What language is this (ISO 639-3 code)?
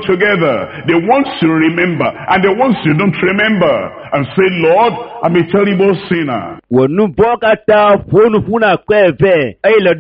ewe